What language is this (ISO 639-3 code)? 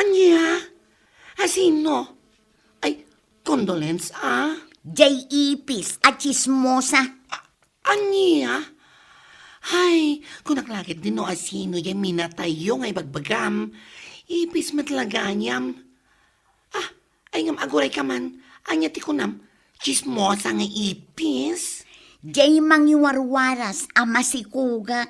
ilo